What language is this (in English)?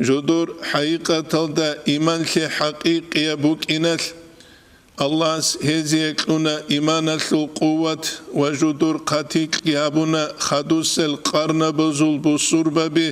Avaric